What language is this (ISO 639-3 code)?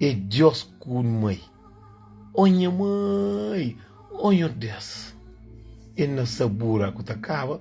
kea